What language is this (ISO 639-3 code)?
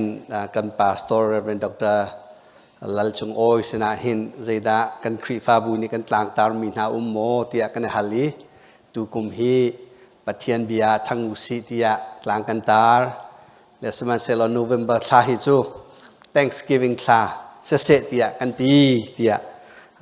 cnh